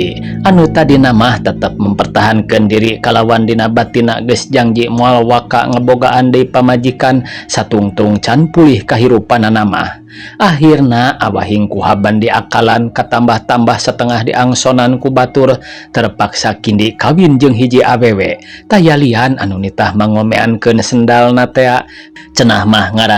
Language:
Sundanese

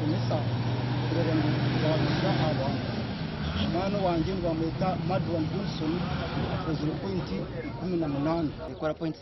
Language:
Nyankole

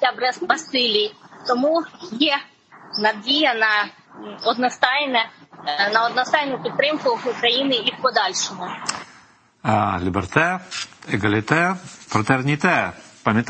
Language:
Ukrainian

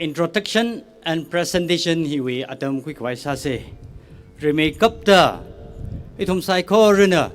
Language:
Tangkhul Naga (India)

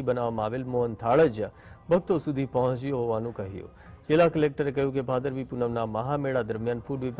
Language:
Gujarati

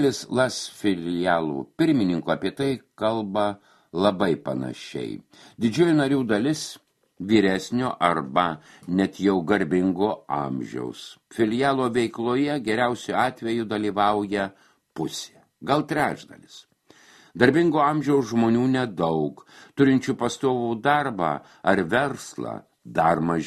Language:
Lithuanian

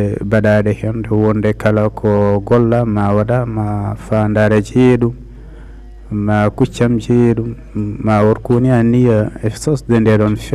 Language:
Fula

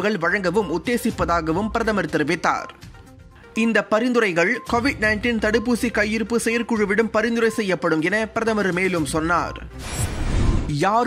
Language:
Tamil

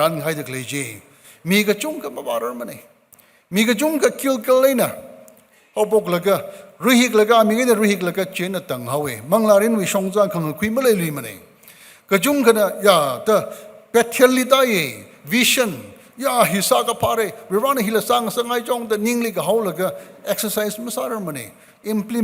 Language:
Tangkhul Naga (India)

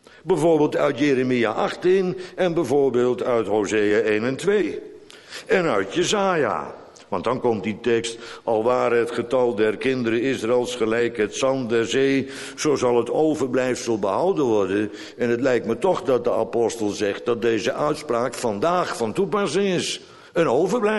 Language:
Dutch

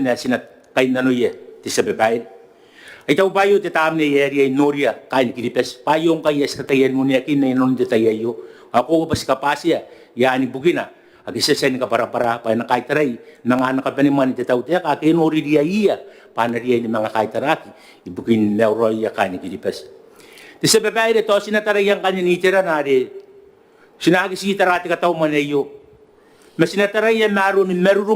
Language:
Gilbertese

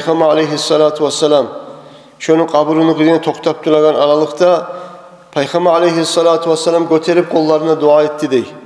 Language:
Kumyk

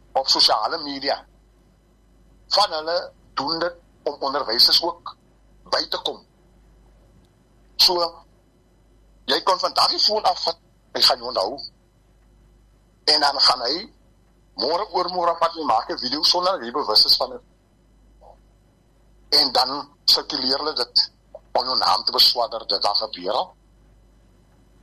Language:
Afrikaans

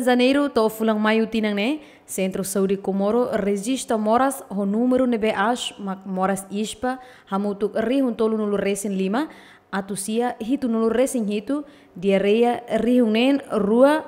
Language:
Tetum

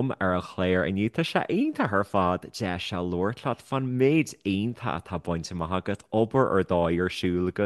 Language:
Irish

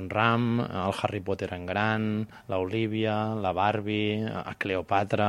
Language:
Catalan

